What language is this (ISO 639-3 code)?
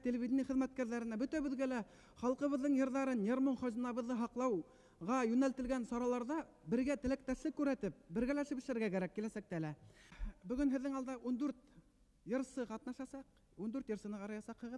bak